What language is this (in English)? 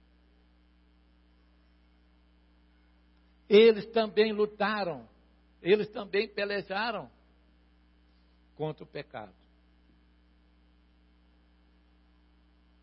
Portuguese